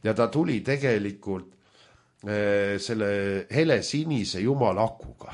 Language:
Estonian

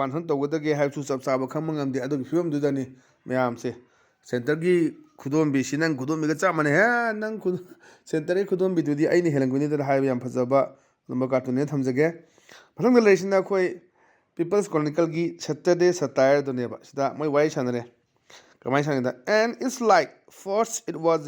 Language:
Manipuri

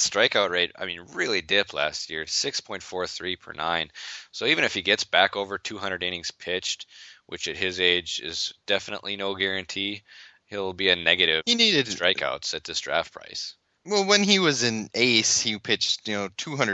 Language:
English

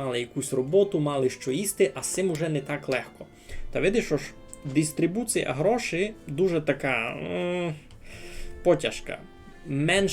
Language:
Rusyn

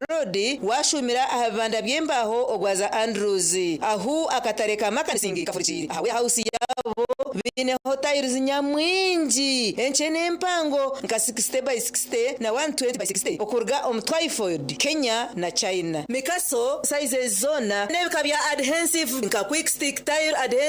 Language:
Nyankole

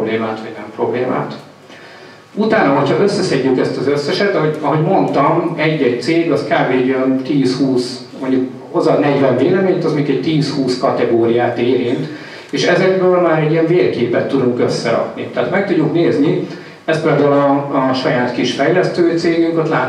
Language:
Hungarian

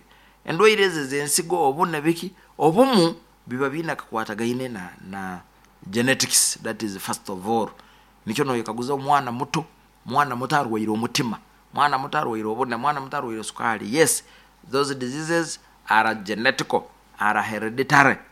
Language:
Nyoro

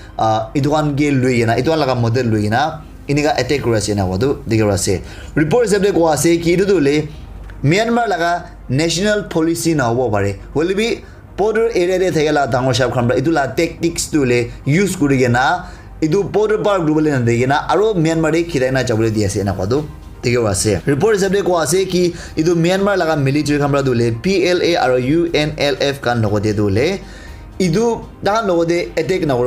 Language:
Naga Pidgin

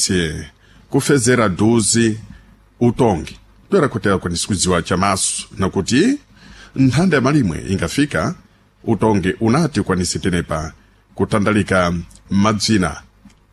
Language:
Sena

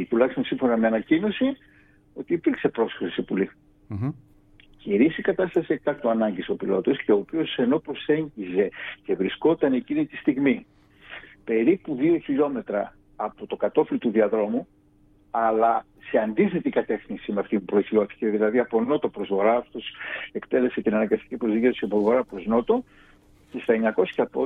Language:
Greek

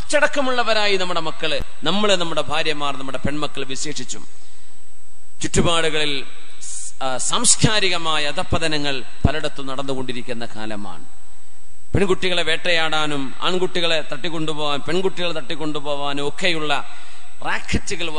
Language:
Malayalam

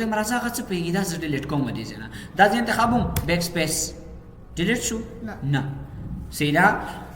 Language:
Pashto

